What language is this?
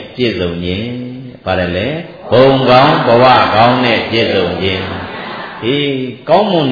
Burmese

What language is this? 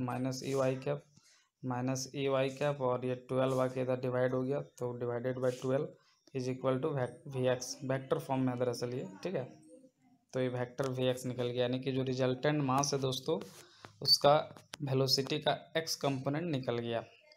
Hindi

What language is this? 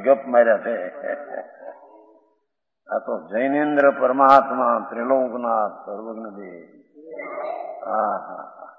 Gujarati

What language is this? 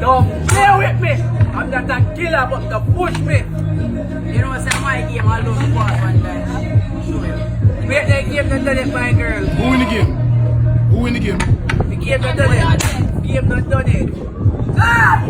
Jamaican Creole English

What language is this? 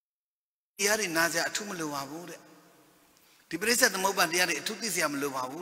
Burmese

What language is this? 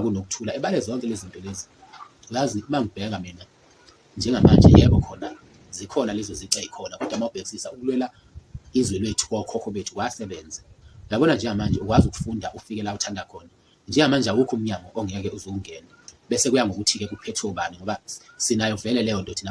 Zulu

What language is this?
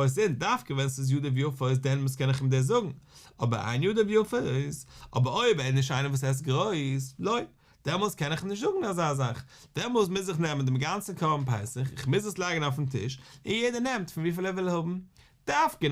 Yiddish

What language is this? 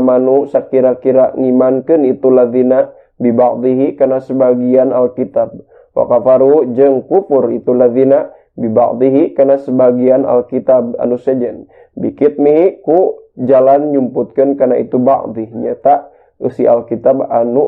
Sundanese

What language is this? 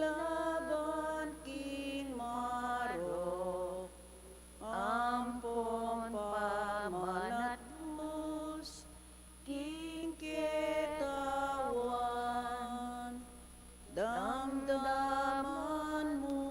Pampanga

